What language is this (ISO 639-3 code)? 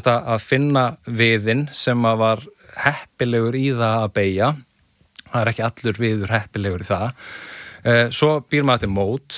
isl